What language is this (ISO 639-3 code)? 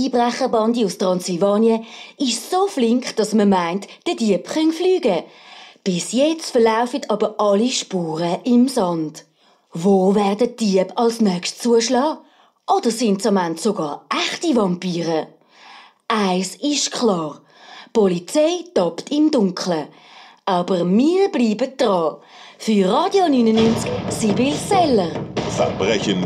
gsw